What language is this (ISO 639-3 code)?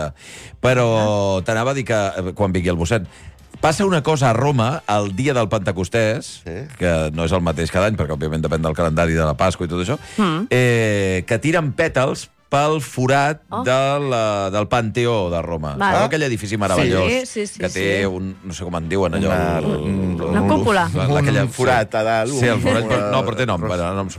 cat